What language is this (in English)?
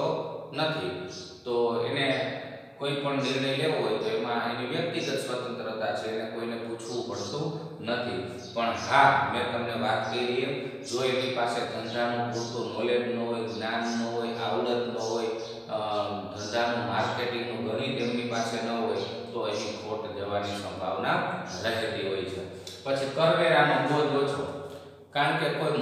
Gujarati